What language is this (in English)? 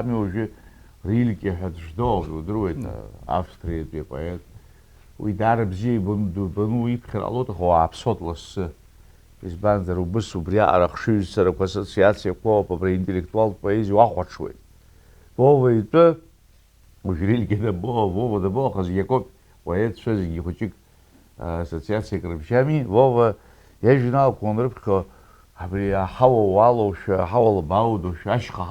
Abkhazian